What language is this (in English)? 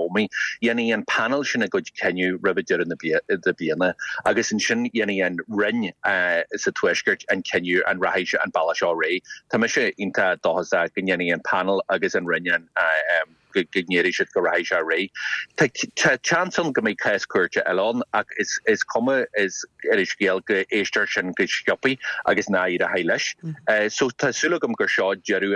Irish